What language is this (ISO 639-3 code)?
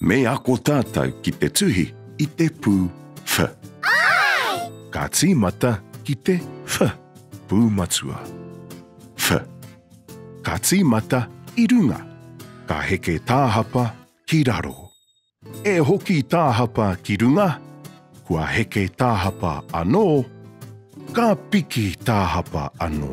mri